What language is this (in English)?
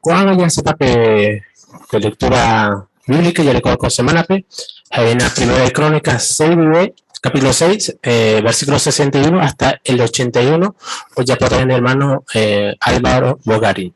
Guarani